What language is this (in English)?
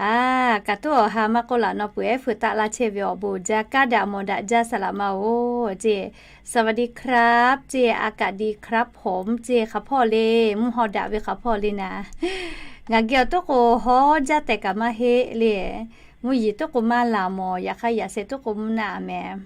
Lahu